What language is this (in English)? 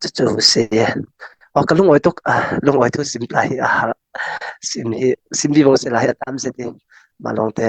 Falam Chin